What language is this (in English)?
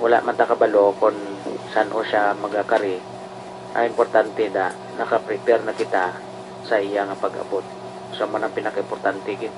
Hiligaynon